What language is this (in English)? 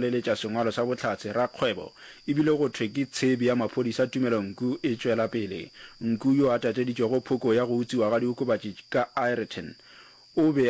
Northern Sotho